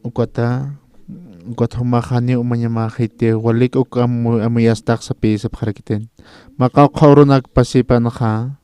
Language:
Aymara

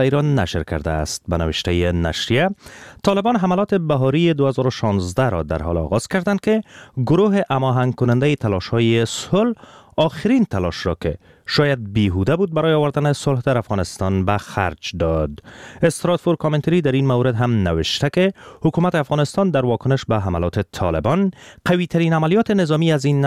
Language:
Persian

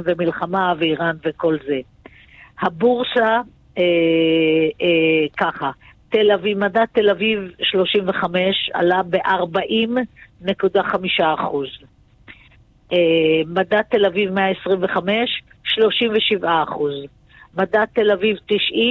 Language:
Hebrew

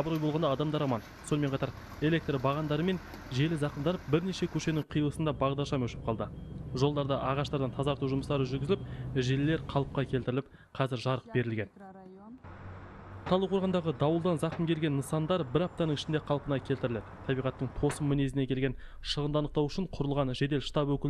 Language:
Kazakh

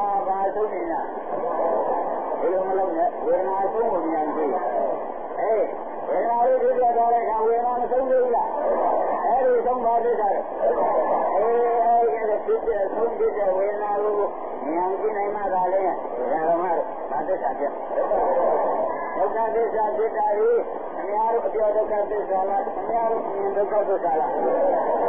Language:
Burmese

